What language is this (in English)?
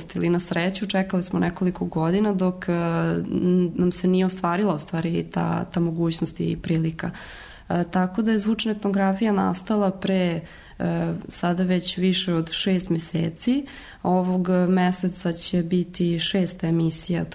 Serbian